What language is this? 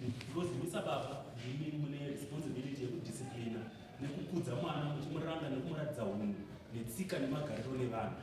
Shona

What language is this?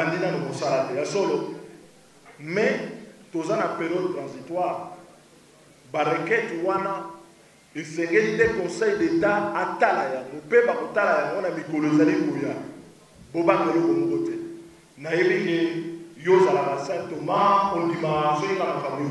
Lingala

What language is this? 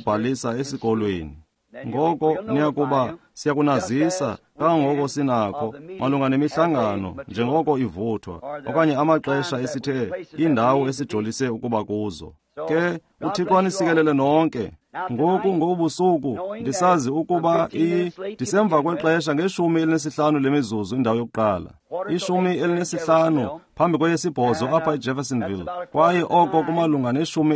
Xhosa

